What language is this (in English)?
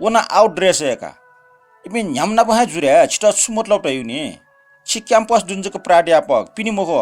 Newari